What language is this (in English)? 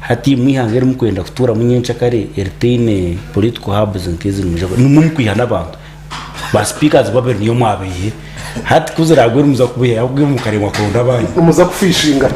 Nyankole